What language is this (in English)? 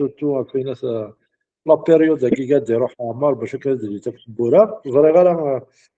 Kabyle